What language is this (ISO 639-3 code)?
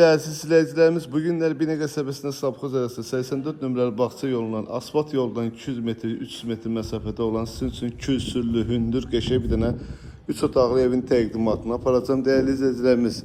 aze